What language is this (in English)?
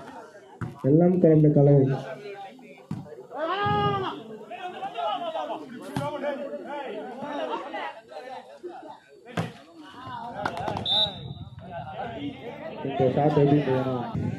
Tamil